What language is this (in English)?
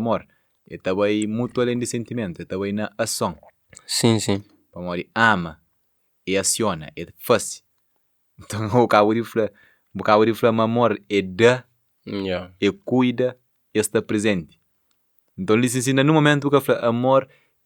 Kabuverdianu